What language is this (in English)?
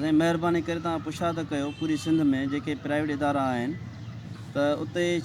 Sindhi